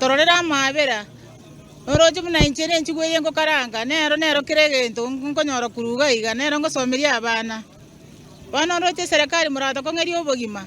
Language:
Gusii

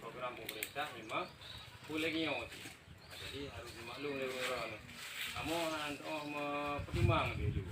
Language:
Achinese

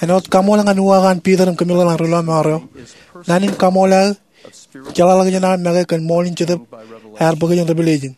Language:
Marshallese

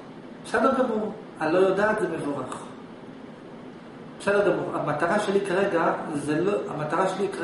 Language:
Hebrew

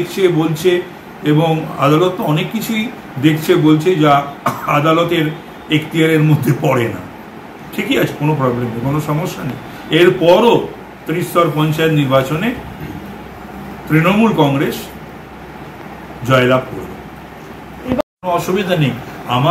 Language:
Bangla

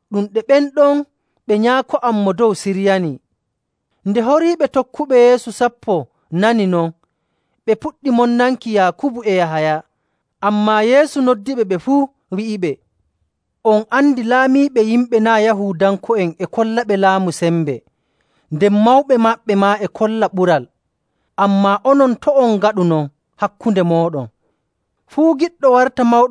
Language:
Nigerian Fulfulde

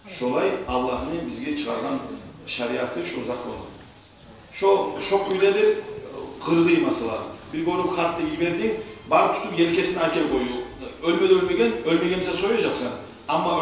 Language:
Kumyk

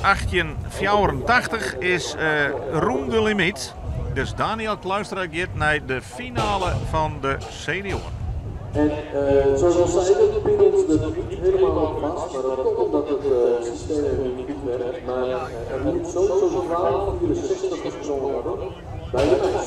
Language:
Western Frisian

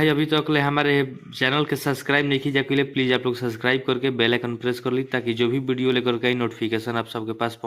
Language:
Bhojpuri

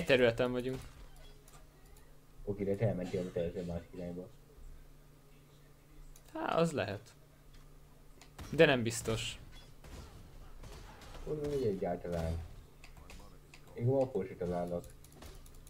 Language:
Hungarian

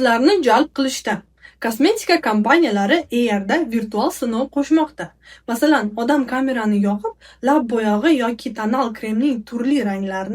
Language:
Uzbek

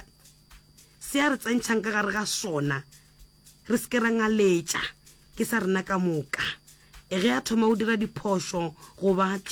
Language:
Northern Sotho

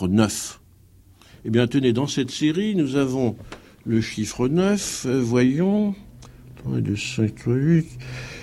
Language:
French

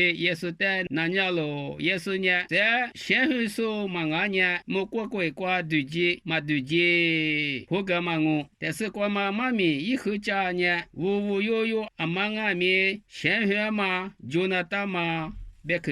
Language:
Lisu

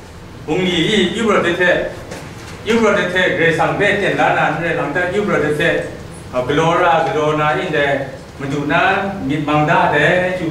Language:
Kachin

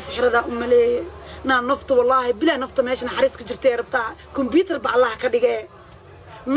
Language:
Somali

